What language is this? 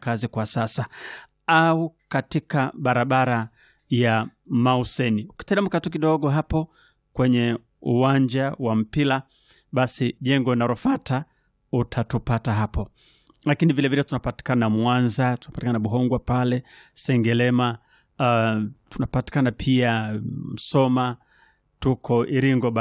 Swahili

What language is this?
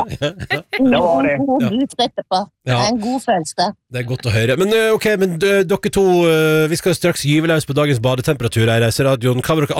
Norwegian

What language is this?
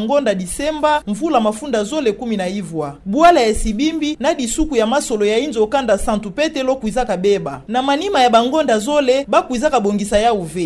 Kituba (Democratic Republic of Congo)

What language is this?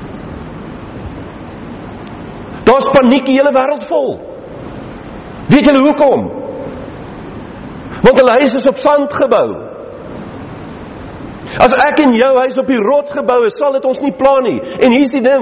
Afrikaans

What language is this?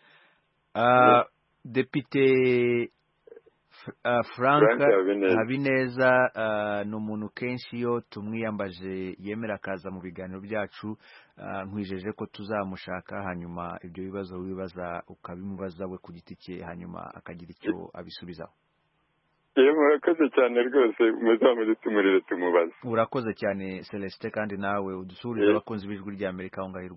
Kinyarwanda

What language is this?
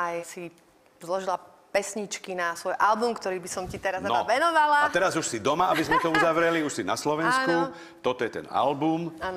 Slovak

